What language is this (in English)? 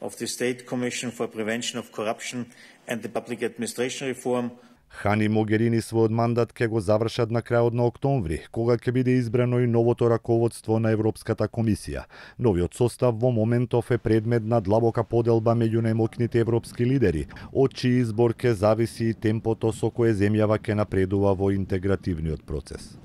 Macedonian